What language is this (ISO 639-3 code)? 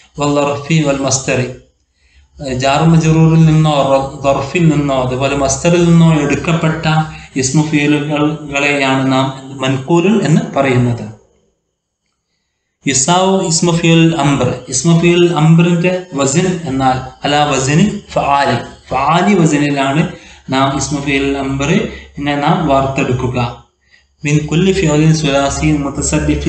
mal